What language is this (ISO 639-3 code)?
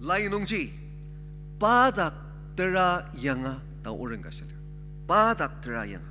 njo